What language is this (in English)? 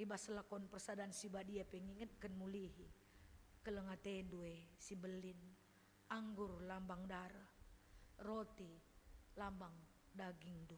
Batak Karo